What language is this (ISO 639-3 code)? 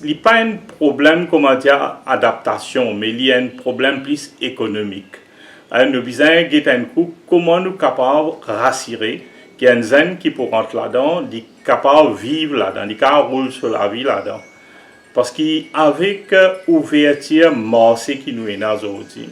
mfe